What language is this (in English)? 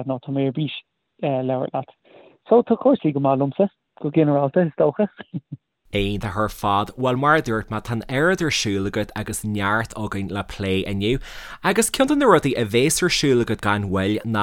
Irish